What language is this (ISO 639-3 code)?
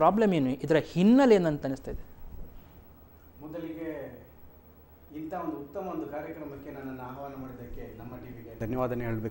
kan